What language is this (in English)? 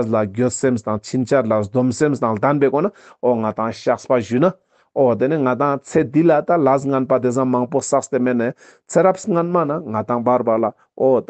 Ladakhi